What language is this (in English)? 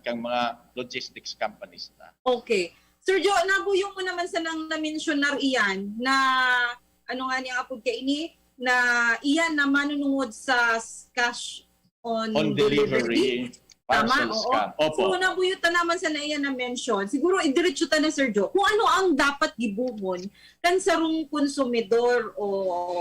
Bikol